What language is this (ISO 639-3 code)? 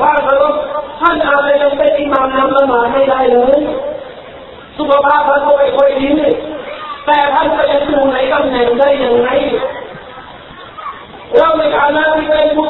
tha